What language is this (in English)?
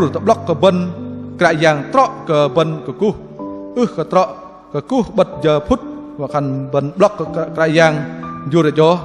Bahnar